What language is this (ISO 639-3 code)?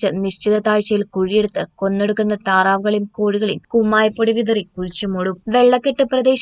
mal